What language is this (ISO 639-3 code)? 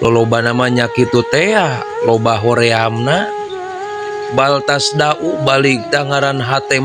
sun